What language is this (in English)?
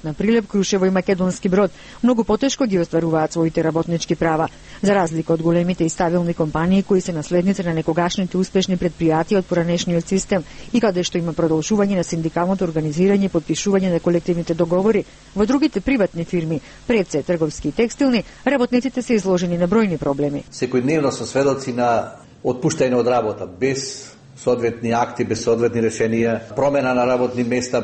Macedonian